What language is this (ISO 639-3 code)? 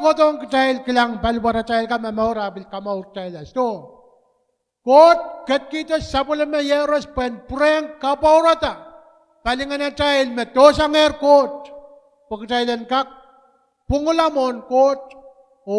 pon